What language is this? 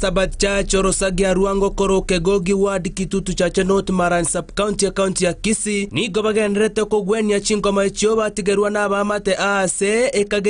Gusii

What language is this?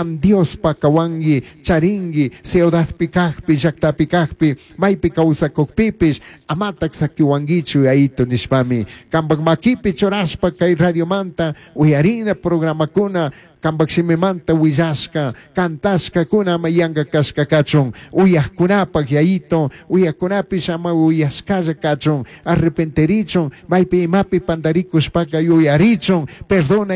Chimborazo Highland Quichua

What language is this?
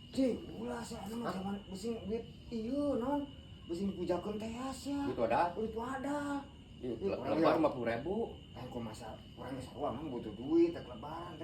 Sundanese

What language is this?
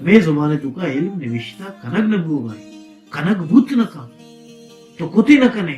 Baluchi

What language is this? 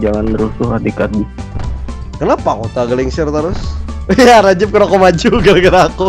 Banjar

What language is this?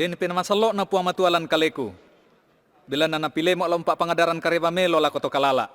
Toraja-Sa'dan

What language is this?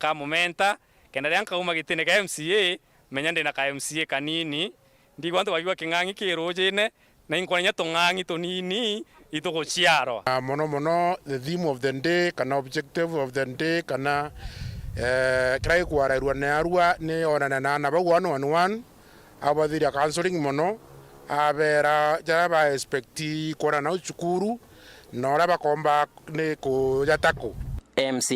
Meru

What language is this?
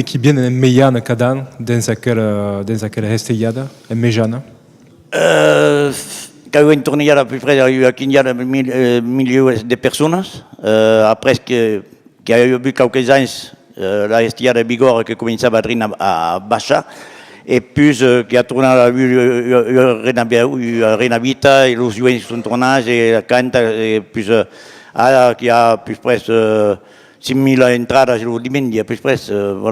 Occitan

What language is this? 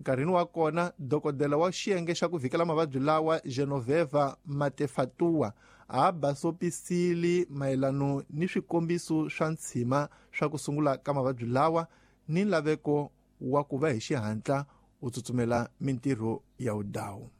Tsonga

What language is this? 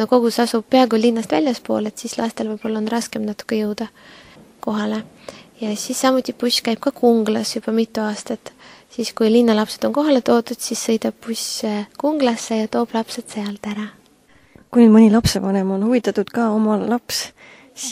Estonian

